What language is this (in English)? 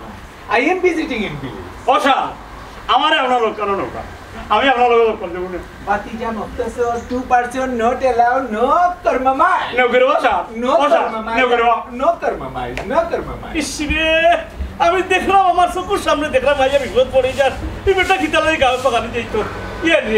Sylheti